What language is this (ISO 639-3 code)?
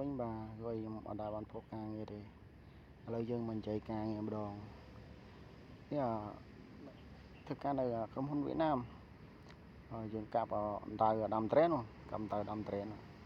khm